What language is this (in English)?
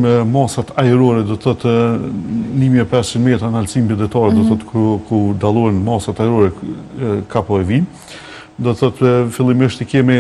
Albanian